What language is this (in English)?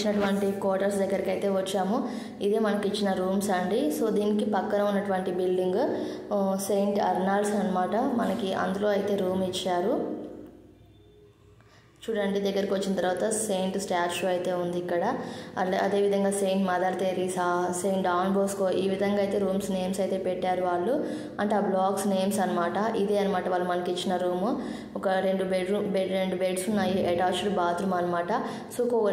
Telugu